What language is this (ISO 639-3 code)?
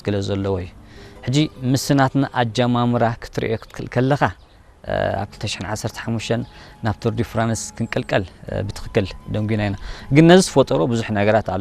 tir